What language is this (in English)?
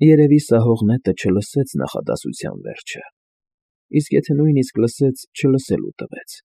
Armenian